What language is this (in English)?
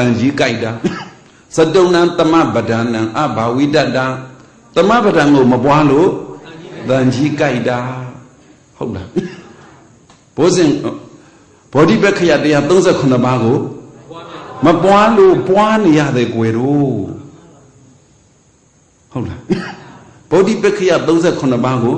Burmese